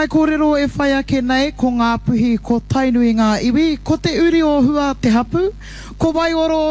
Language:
Māori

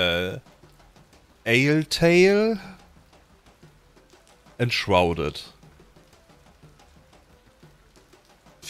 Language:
German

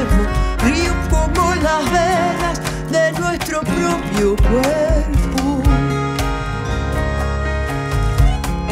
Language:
Spanish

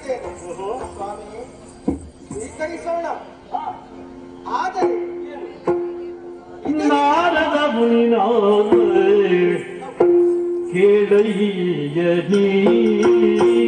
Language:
Kannada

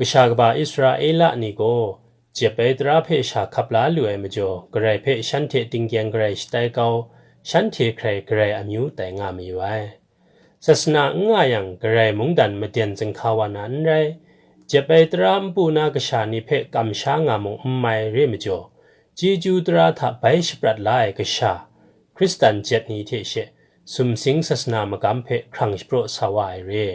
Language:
Kachin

